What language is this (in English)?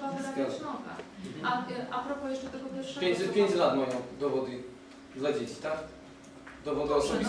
Polish